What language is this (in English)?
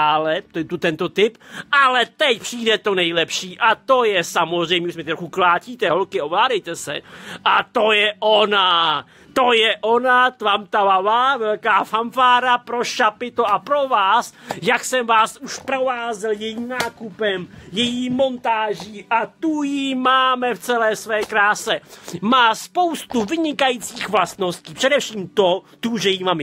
Czech